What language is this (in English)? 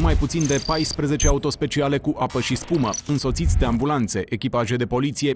Romanian